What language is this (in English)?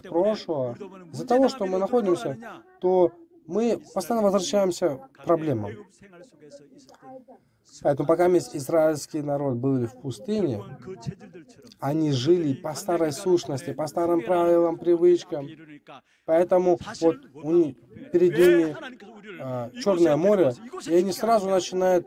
Russian